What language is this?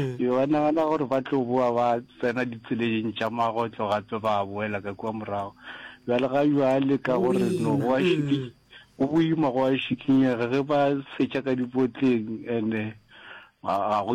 Northern Sotho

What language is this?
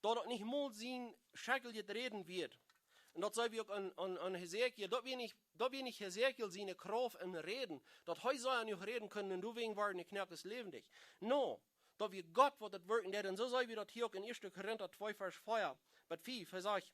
Plautdietsch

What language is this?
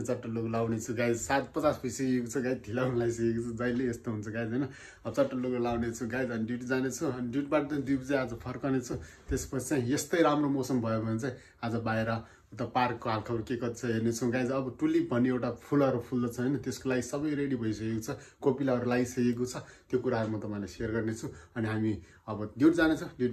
Nepali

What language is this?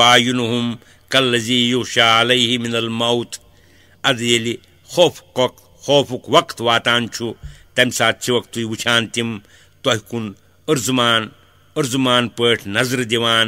Kashmiri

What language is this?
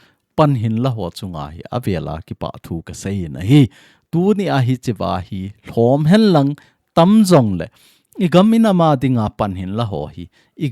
Thado Chin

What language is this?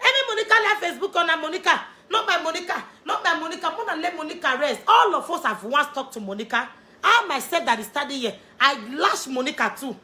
Nigerian Pidgin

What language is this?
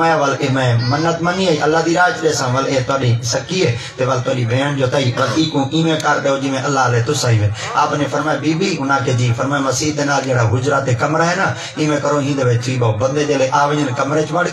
Saraiki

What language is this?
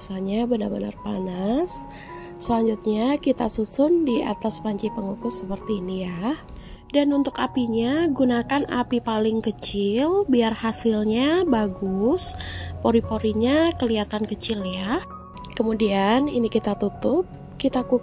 Indonesian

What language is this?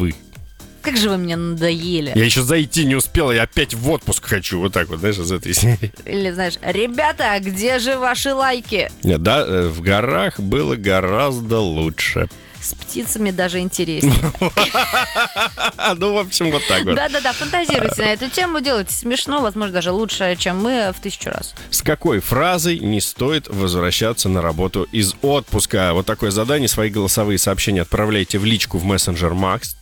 Russian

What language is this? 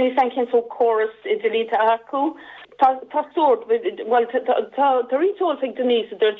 Irish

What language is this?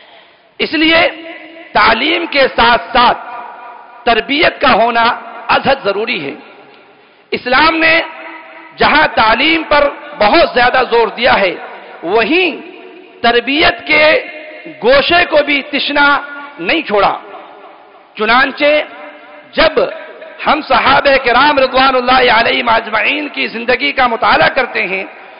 Urdu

